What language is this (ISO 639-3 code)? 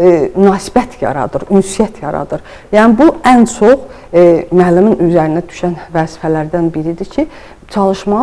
aze